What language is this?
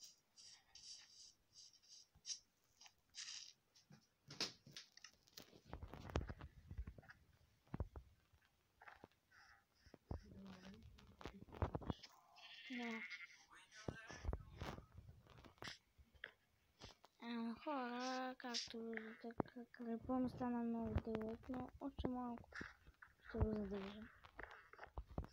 Bulgarian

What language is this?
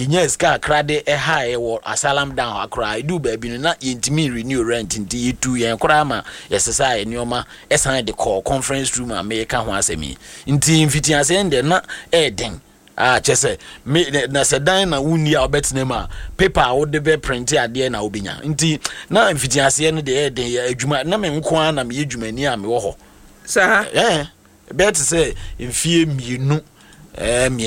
Akan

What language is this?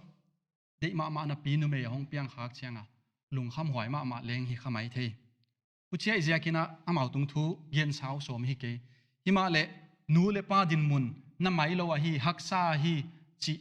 Paite Chin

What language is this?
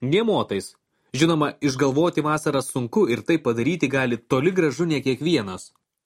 Lithuanian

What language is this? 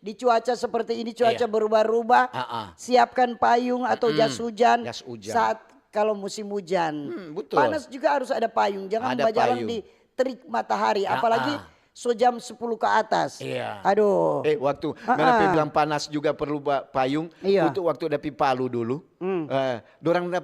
Manado Malay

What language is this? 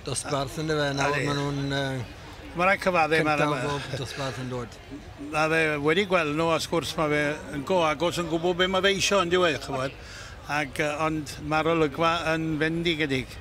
Welsh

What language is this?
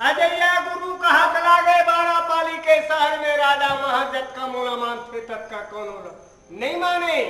Chhattisgarhi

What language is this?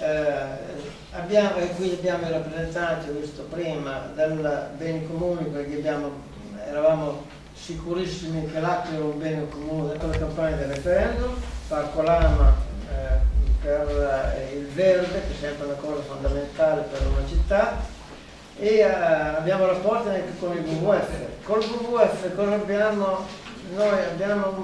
Italian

